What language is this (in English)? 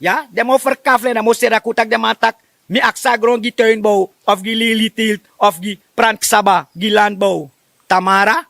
Sranan Tongo